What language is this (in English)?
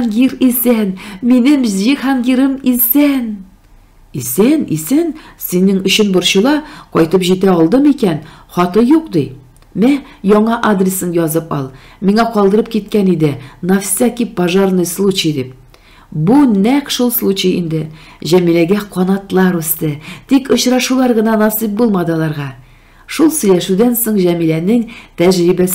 Tatar